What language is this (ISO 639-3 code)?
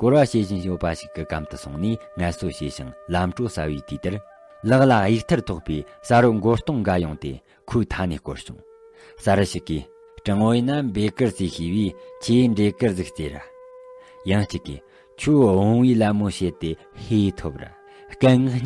bod